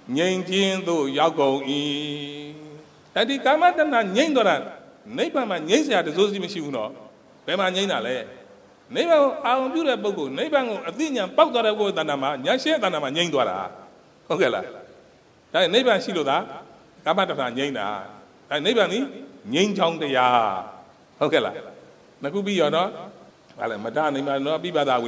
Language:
Burmese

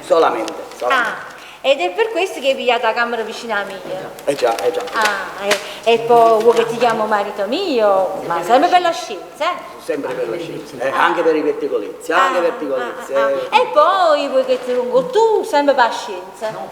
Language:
Neapolitan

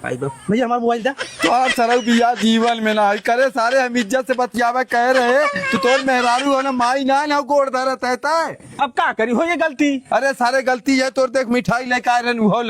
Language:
Awadhi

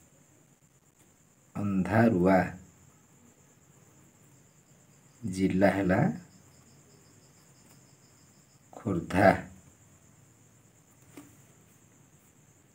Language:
Odia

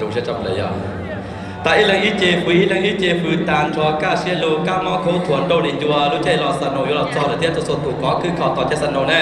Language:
Hmong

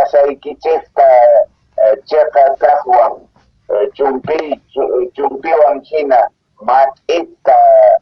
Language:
South Bolivian Quechua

